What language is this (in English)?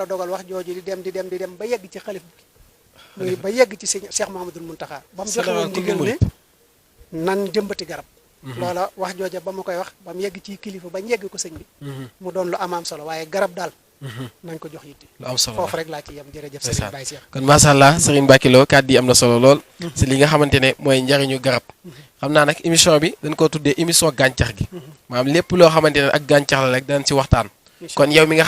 Wolof